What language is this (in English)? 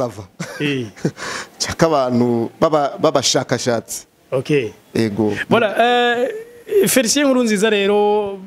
Rundi